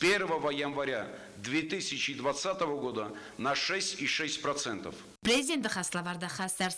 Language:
Ossetic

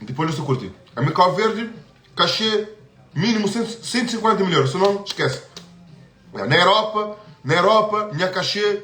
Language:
Kabuverdianu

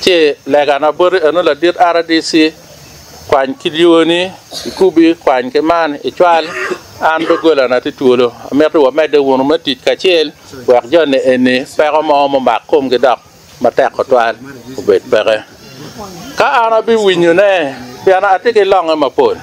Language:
Acoli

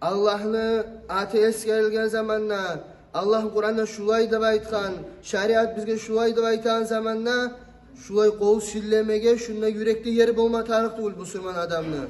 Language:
Kumyk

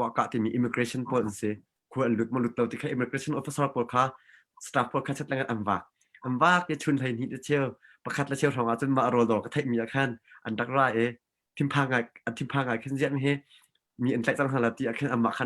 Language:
Hakha Chin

